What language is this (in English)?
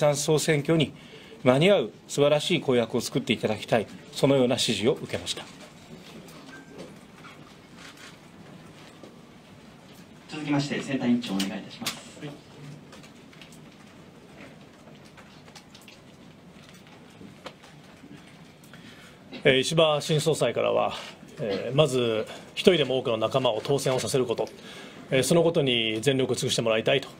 Japanese